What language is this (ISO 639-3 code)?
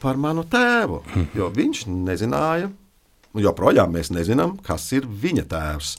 lav